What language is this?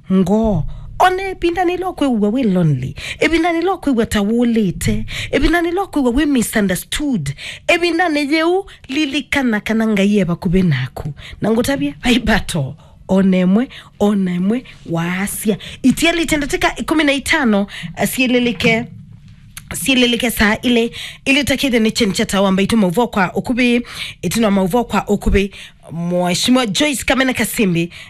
Kamba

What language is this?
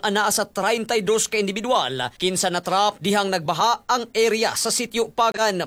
Cebuano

